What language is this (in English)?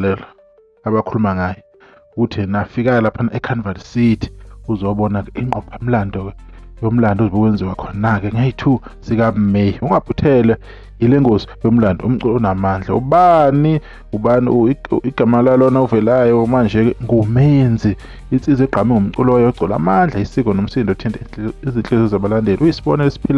Zulu